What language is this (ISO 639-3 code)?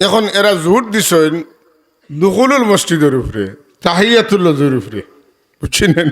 syl